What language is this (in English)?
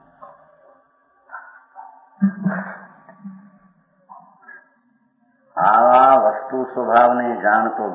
Gujarati